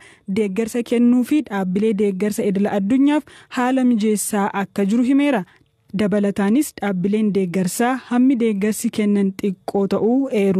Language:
Oromo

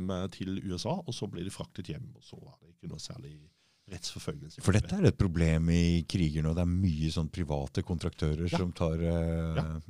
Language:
Norwegian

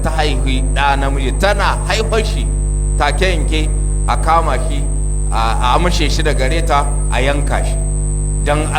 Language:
Hausa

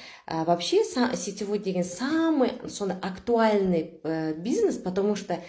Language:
Kazakh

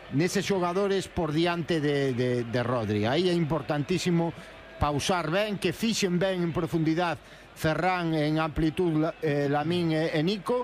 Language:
Galician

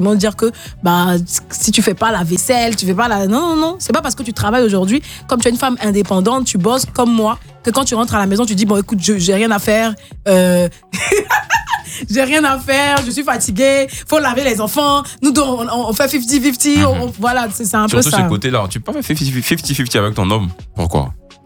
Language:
French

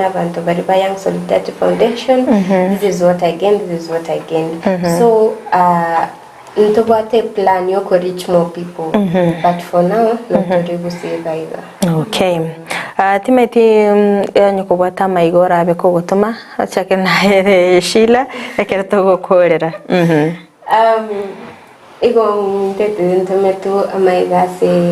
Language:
Gusii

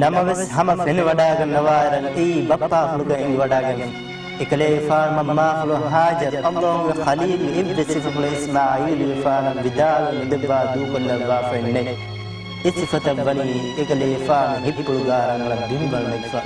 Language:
Divehi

